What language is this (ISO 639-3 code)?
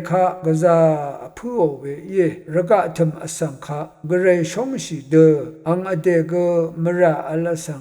raw